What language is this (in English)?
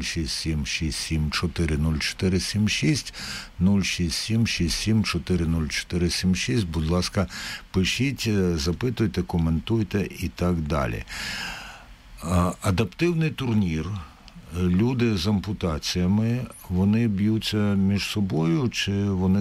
Ukrainian